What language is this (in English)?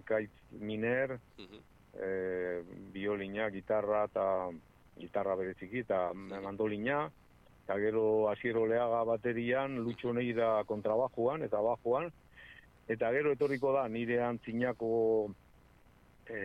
Basque